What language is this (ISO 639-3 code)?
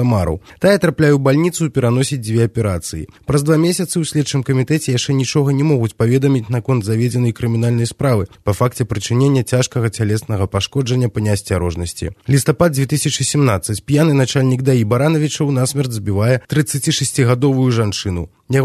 bel